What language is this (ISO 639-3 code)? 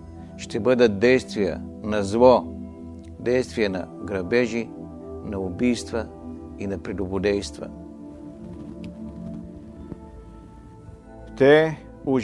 bul